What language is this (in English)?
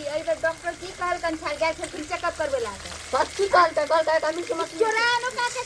Maithili